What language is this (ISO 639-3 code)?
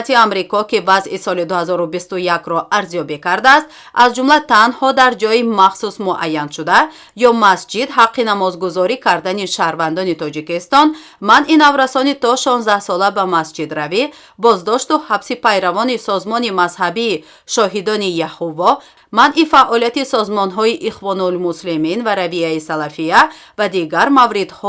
tgk